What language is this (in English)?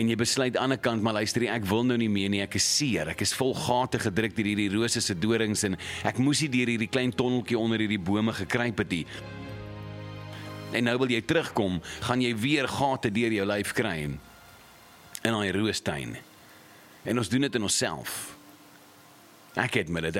Afrikaans